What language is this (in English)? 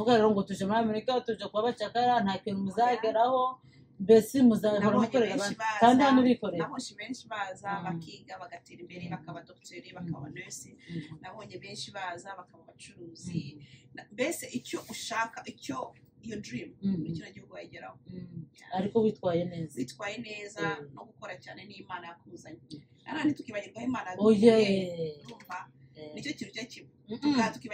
Kinyarwanda